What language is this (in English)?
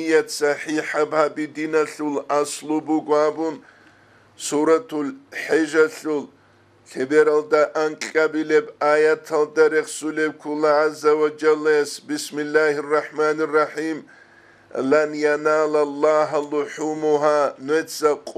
Avaric